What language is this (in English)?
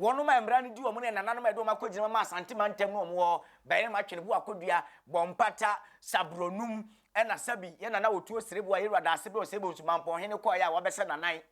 Akan